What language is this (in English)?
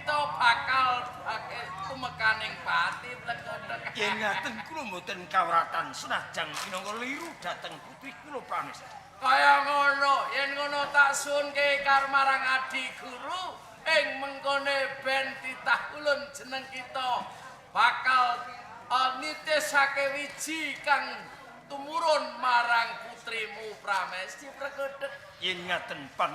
Javanese